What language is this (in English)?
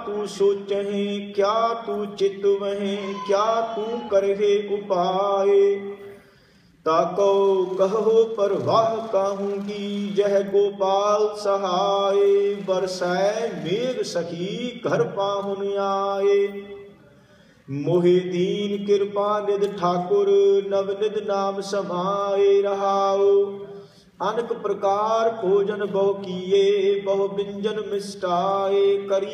Punjabi